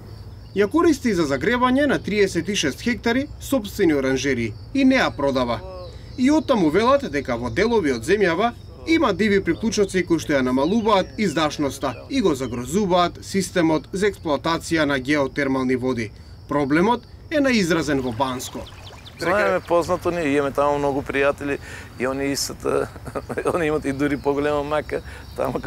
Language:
Macedonian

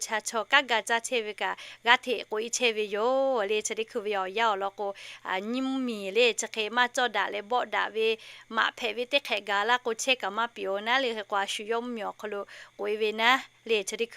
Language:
Lahu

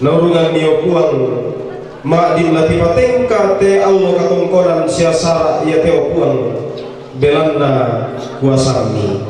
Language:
Toraja-Sa'dan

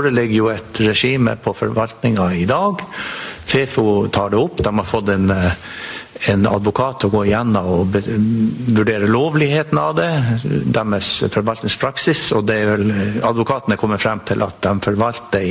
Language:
Norwegian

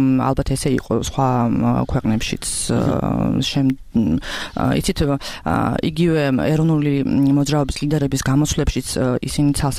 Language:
Georgian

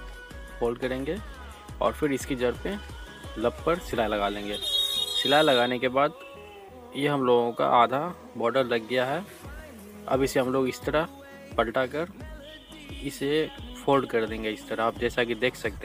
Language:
Hindi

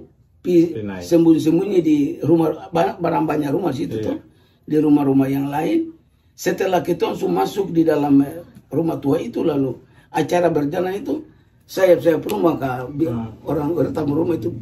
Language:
Ambonese Malay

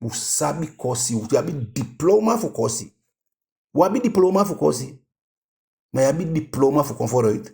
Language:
Eastern Maroon Creole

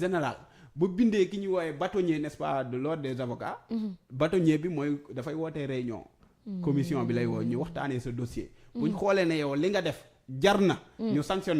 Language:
Wolof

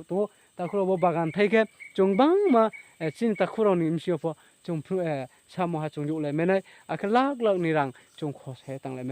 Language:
Riang (India)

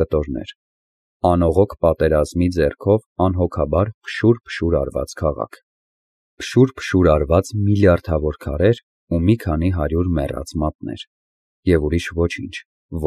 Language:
Armenian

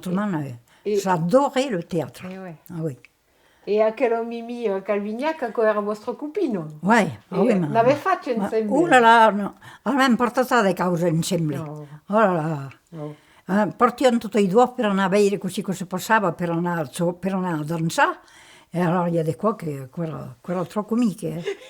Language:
Occitan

